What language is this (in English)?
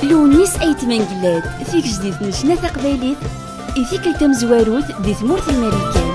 Kabyle